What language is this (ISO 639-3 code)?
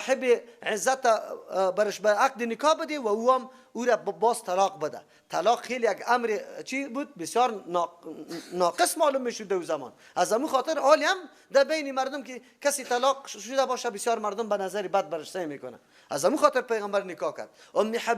fas